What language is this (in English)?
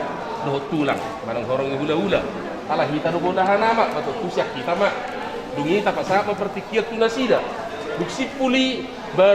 Batak Toba